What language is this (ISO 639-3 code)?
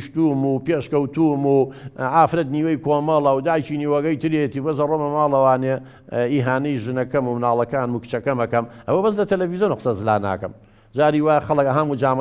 ckb